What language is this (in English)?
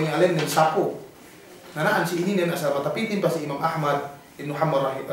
Yakan